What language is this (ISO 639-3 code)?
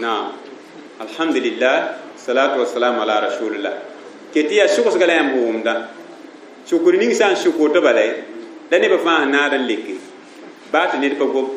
mos